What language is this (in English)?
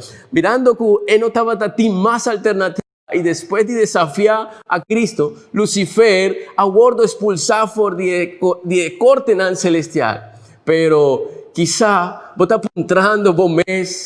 Papiamento